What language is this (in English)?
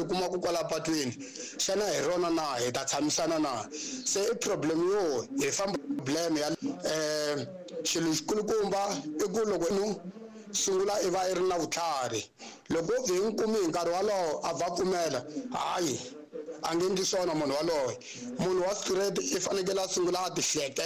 Tsonga